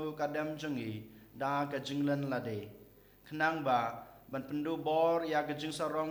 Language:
Khasi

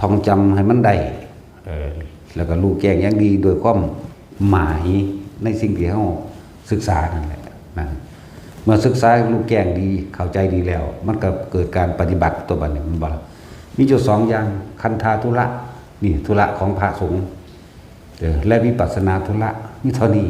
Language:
Northeastern Thai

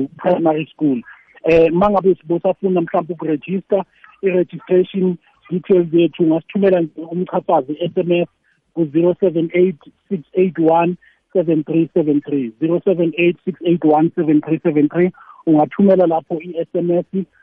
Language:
South Ndebele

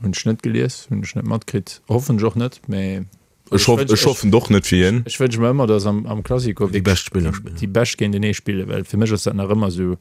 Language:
Luxembourgish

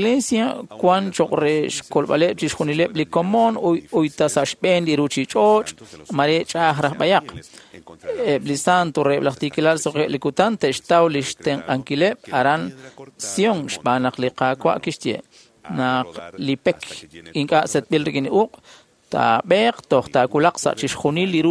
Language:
Kekchí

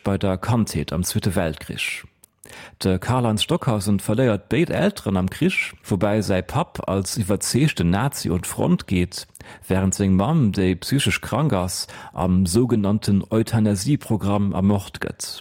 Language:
Luxembourgish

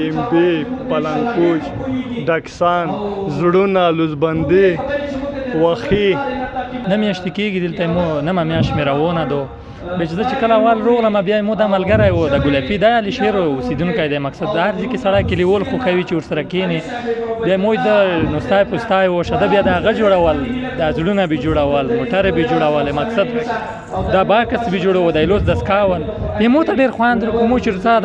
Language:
Pashto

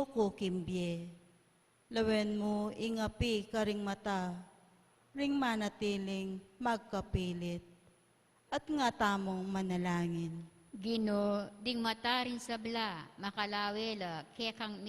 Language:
Pampanga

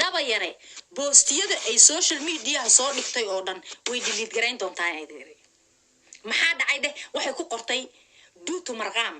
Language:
Somali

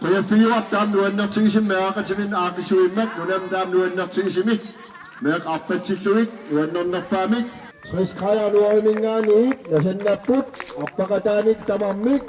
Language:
Kalaallisut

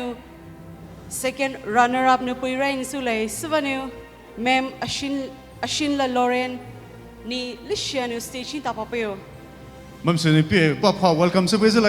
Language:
Poumei Naga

